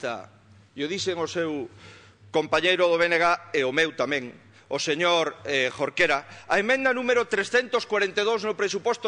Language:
Galician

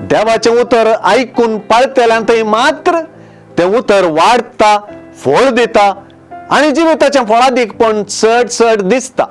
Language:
Konkani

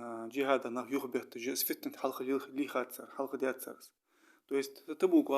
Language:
Ingush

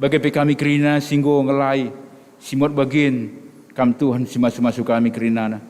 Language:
Batak Karo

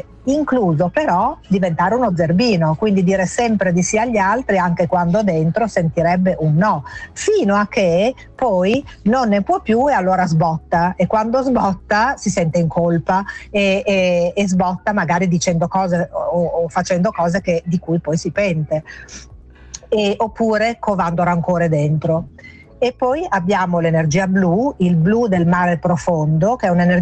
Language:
Italian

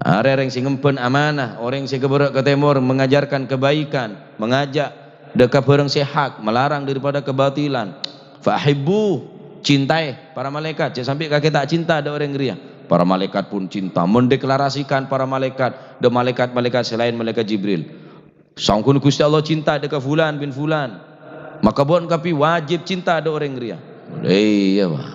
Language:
Madurese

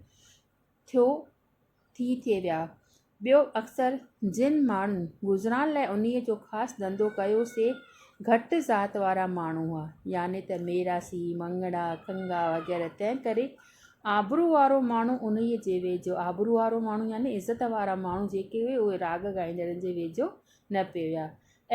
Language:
Sindhi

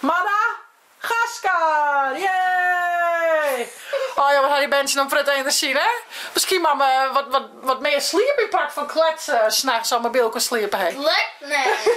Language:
Western Frisian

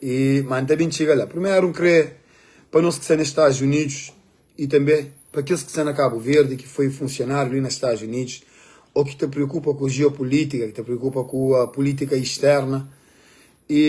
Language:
Kabuverdianu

